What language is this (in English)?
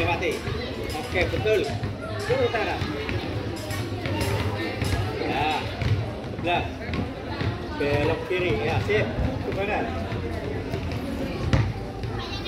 Indonesian